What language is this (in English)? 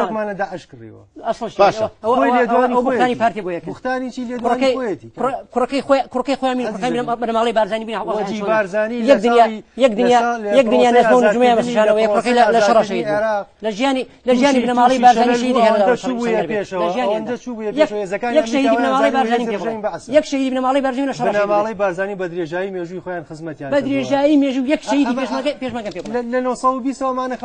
Central Kurdish